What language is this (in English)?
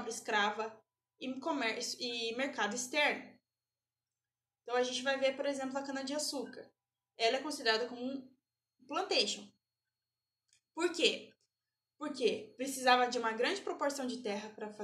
Portuguese